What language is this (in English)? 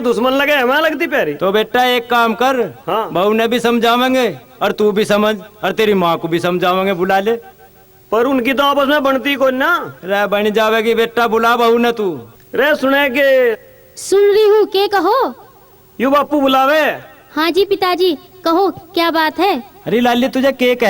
Haryanvi